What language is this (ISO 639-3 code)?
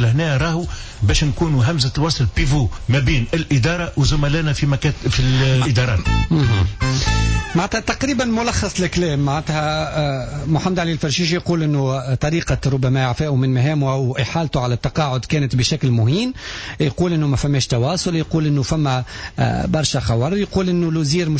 aeb